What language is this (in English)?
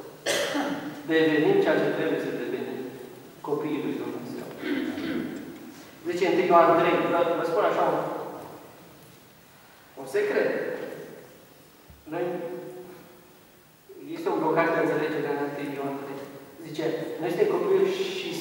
Romanian